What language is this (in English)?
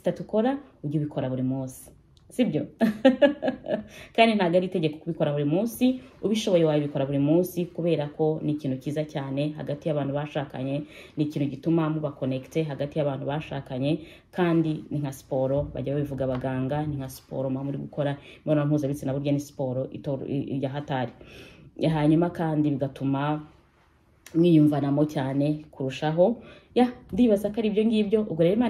Kinyarwanda